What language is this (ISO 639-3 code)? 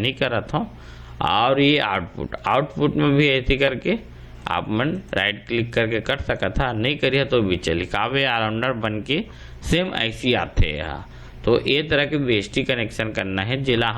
hne